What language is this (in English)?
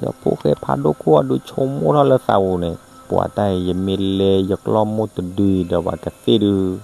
S'gaw Karen